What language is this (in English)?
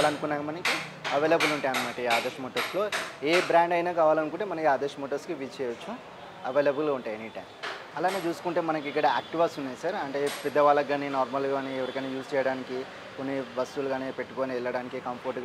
Telugu